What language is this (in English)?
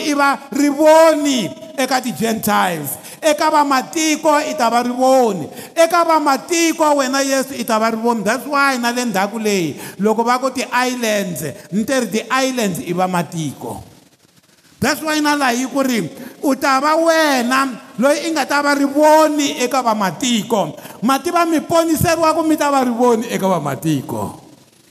Tsonga